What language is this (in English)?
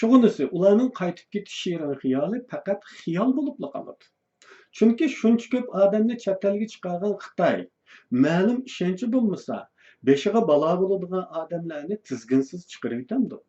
Uyghur